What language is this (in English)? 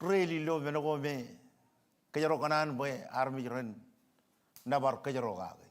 Marshallese